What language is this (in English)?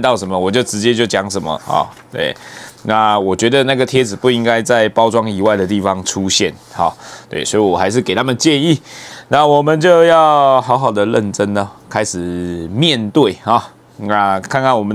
Chinese